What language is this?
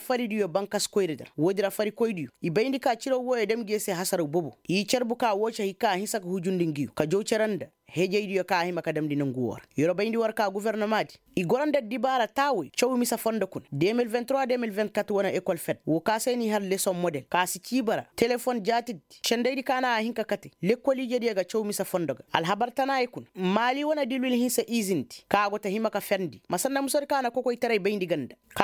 Koyraboro Senni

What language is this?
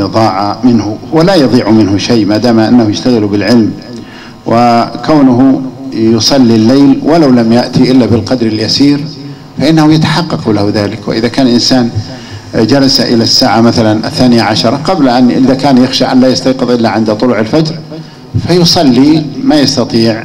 Arabic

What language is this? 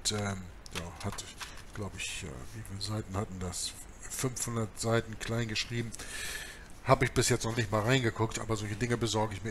German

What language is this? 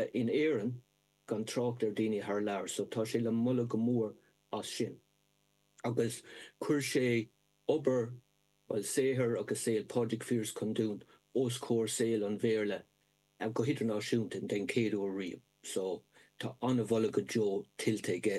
Irish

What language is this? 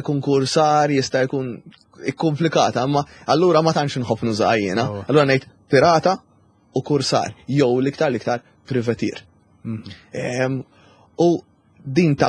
Maltese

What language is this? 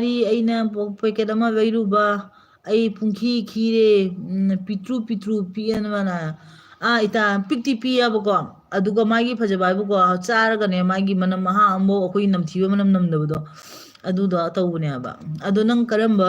Manipuri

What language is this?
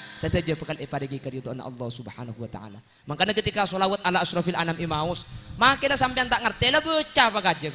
Madurese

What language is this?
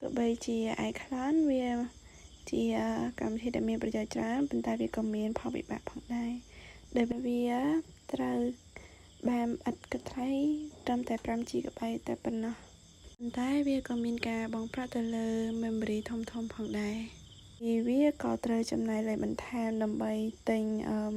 Khmer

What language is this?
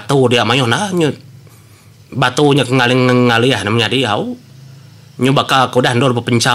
Iban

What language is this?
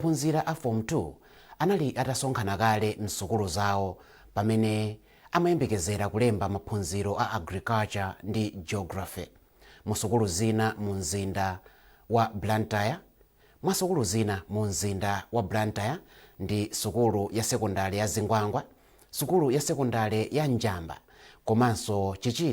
Nyanja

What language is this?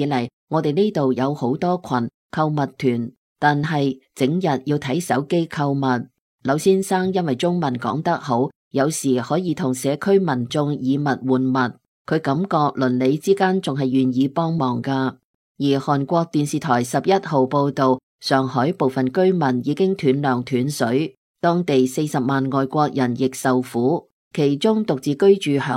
Cantonese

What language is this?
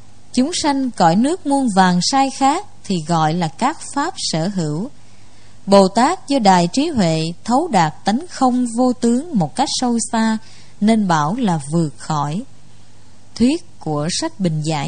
Vietnamese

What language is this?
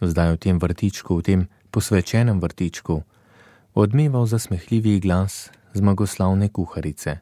Slovenian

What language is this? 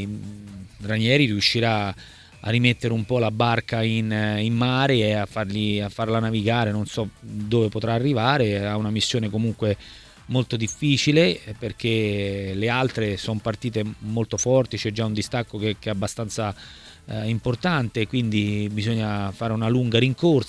Italian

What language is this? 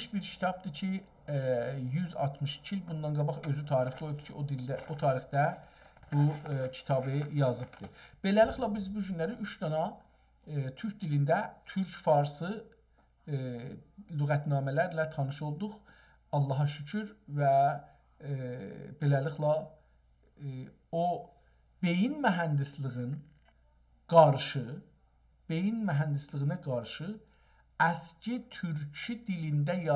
South Azerbaijani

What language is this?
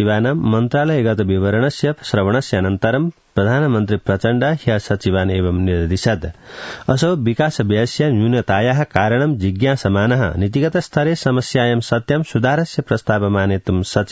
Sanskrit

